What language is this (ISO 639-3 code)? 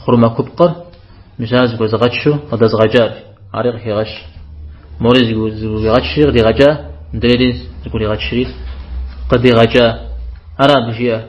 kbd